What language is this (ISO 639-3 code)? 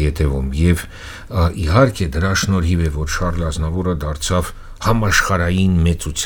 hye